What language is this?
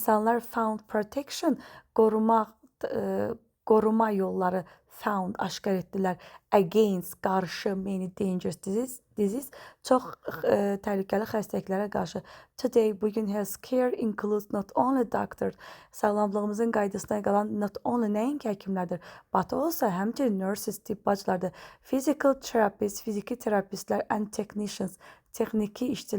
Azerbaijani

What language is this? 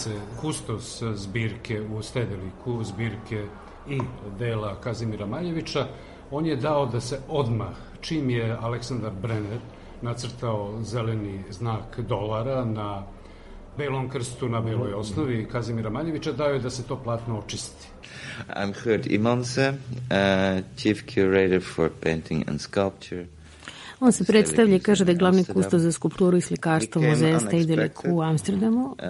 Serbian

